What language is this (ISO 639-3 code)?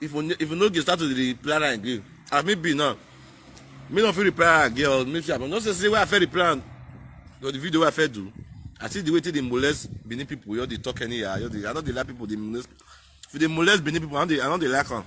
pcm